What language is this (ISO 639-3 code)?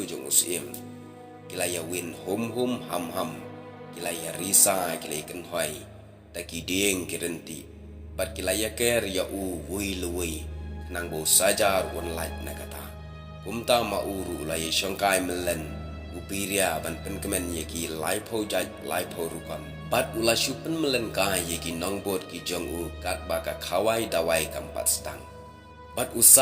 kha